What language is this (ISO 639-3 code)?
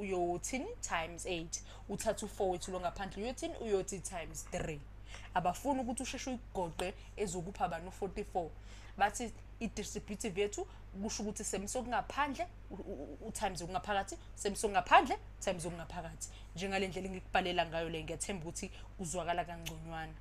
zul